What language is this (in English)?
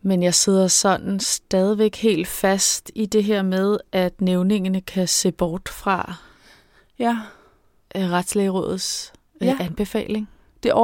Danish